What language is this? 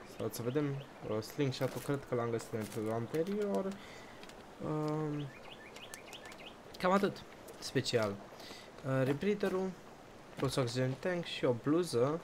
Romanian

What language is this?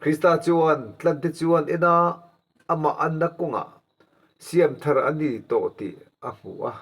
Mizo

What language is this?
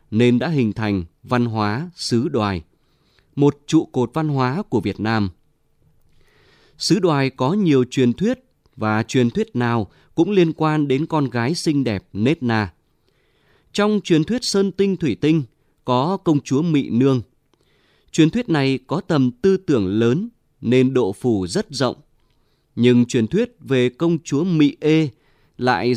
Vietnamese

